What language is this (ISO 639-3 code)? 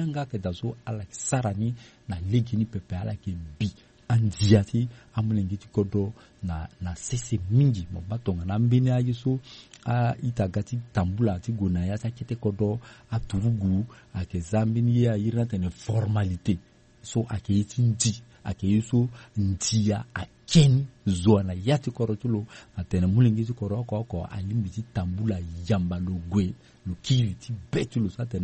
sag